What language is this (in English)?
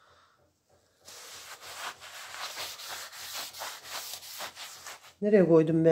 Turkish